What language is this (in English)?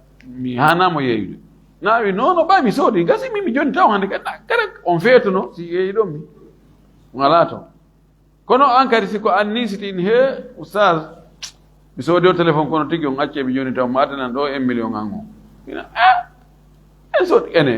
Fula